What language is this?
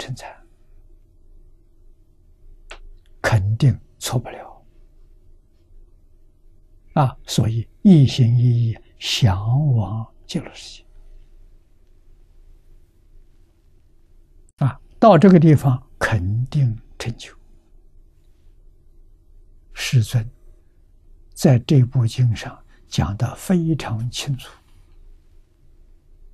Chinese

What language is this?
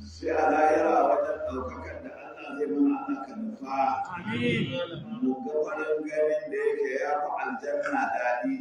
Hausa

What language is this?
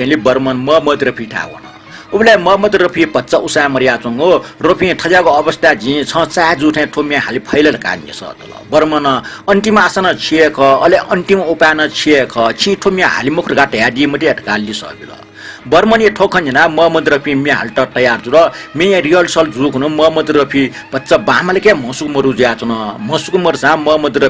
Newari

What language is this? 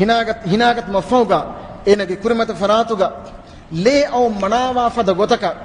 Divehi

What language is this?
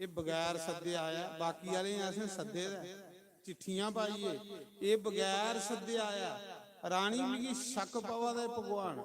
Dogri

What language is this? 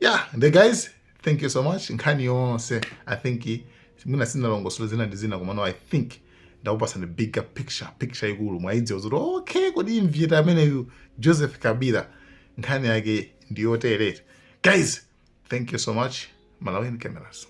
Nyanja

